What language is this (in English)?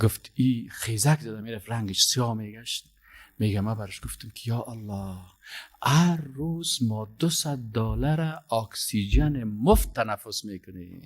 Persian